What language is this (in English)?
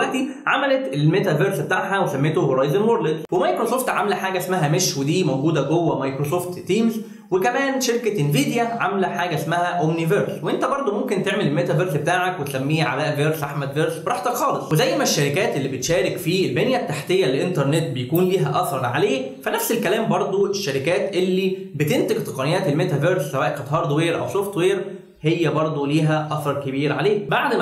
Egyptian Arabic